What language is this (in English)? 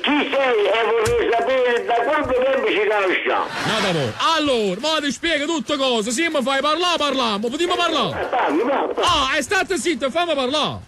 Neapolitan